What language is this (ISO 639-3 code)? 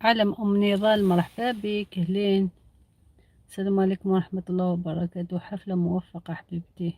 arq